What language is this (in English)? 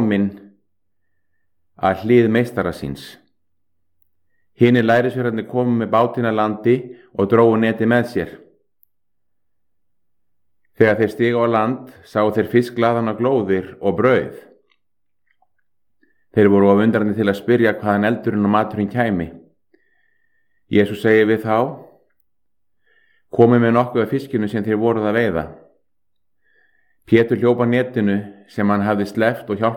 Icelandic